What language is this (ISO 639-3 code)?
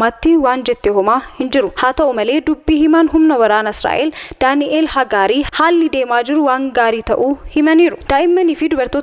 orm